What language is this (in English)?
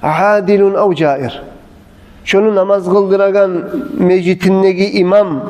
Kumyk